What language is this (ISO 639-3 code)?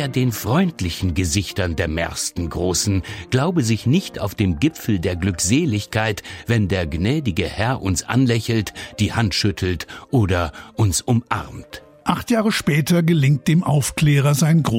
deu